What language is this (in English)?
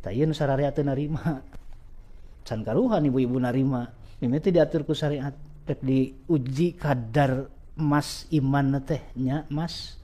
Sundanese